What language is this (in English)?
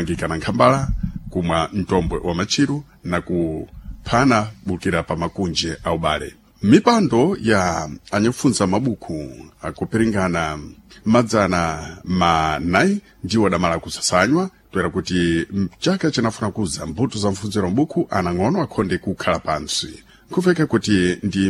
Sena